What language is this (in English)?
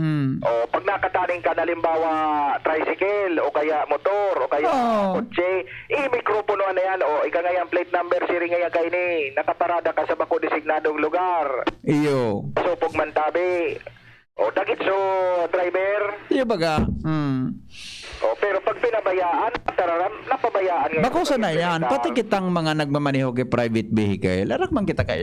Bikol